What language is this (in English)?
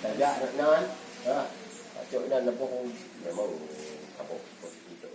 Achinese